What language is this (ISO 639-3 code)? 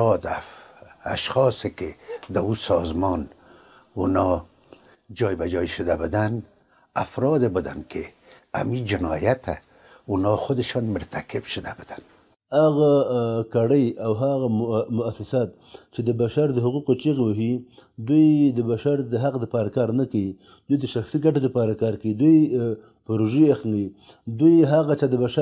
pus